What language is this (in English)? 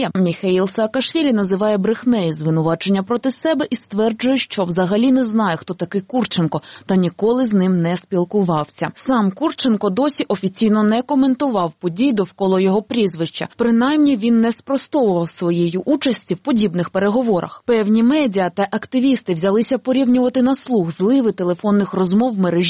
Ukrainian